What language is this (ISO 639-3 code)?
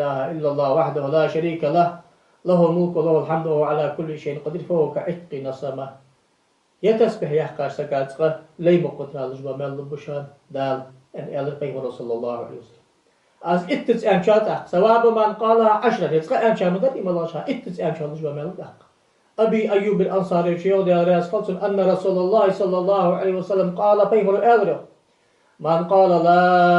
inh